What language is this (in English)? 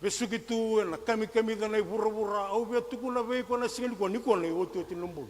Fijian